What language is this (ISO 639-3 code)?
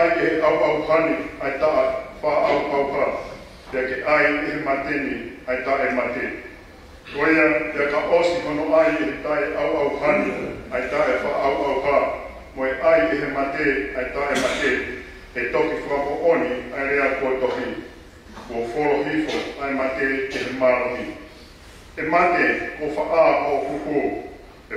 ton